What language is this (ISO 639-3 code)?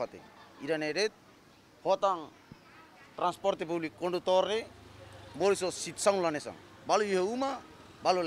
tet